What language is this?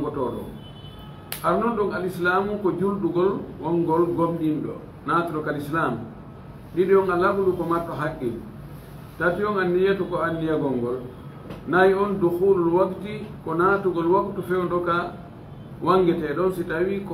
Fula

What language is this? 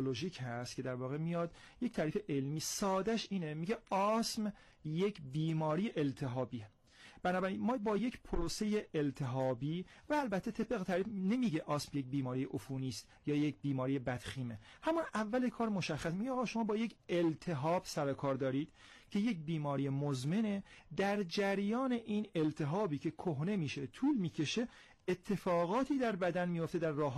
Persian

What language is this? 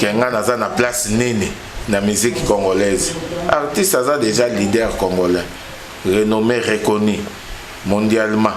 Lingala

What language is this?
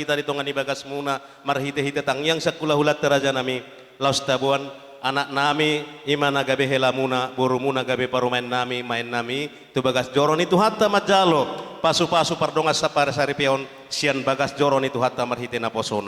Batak Toba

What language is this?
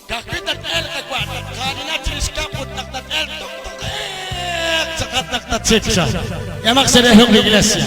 Kekchí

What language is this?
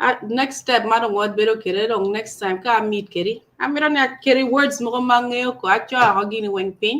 Acoli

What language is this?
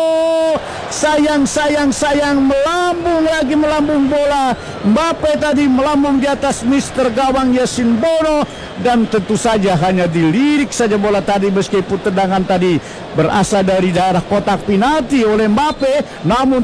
Indonesian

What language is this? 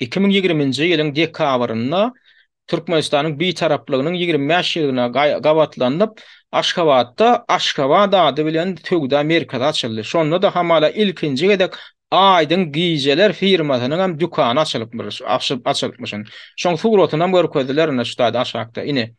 Turkmen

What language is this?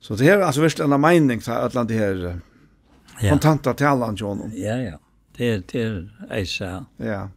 Faroese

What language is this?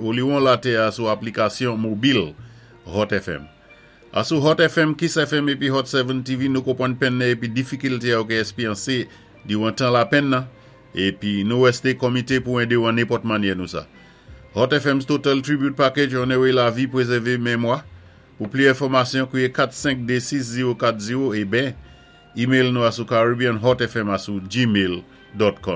Saint Lucian Creole French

